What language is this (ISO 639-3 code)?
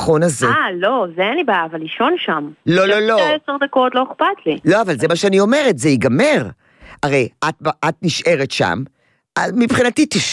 heb